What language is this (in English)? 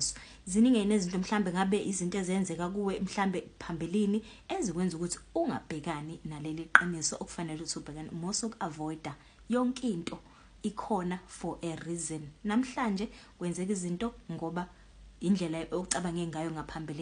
Zulu